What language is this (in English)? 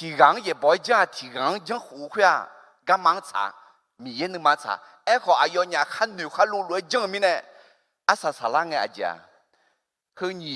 Akha